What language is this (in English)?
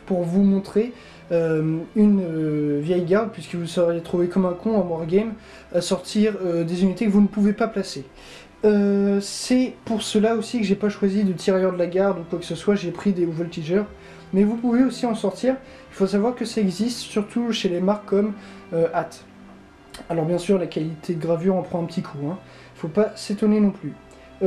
French